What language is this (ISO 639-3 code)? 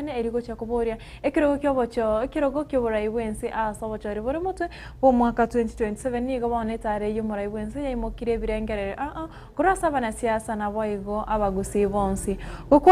guz